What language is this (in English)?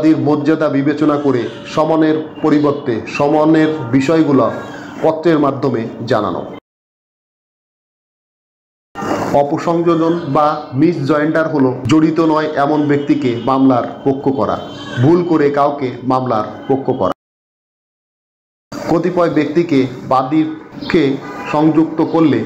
Bangla